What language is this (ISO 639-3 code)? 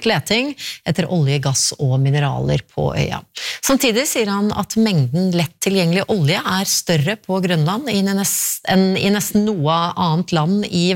nor